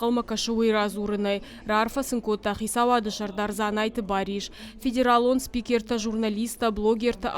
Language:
Ossetic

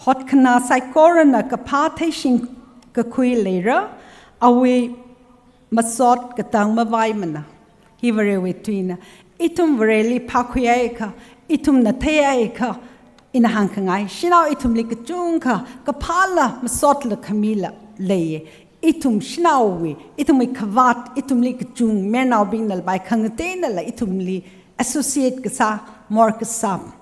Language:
Tangkhul Naga (India)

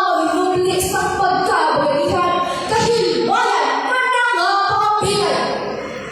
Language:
Hiligaynon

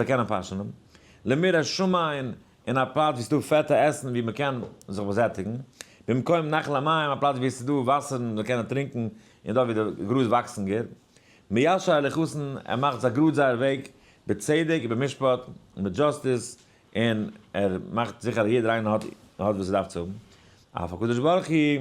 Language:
Yiddish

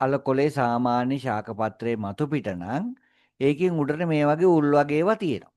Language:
Sinhala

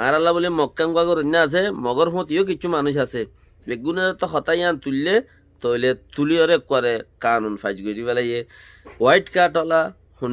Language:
Rohingya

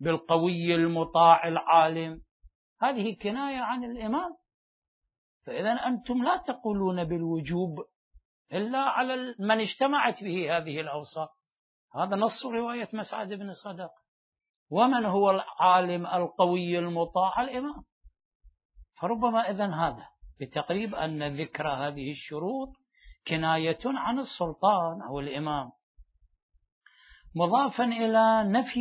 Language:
Arabic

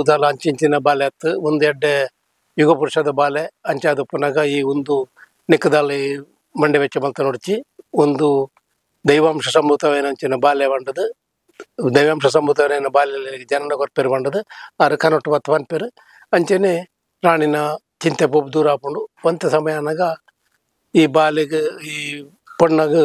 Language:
Tulu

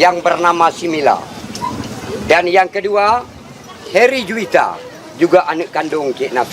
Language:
Achinese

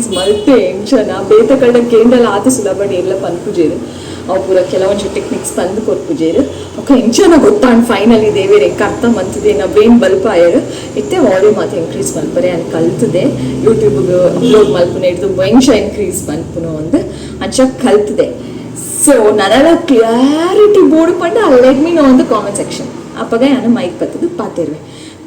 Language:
Tulu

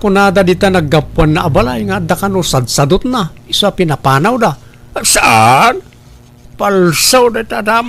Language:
Iloko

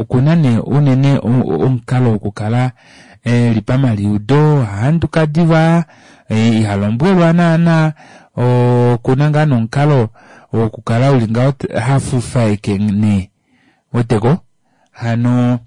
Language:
Kuanyama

